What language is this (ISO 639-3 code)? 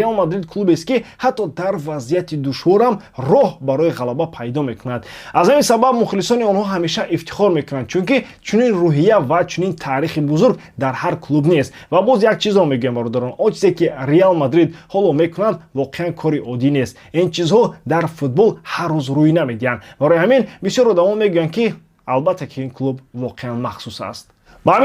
tgk